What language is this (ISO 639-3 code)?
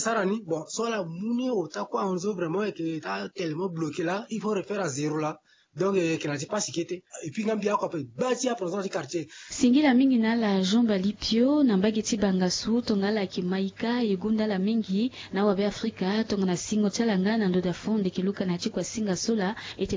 sag